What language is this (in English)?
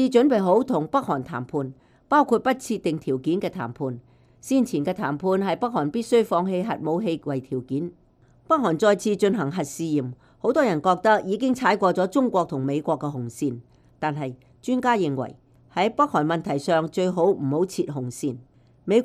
Cantonese